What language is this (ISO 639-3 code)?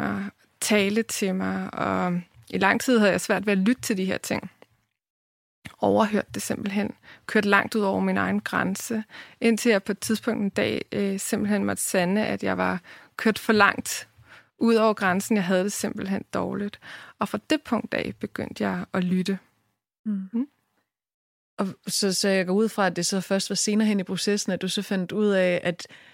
dan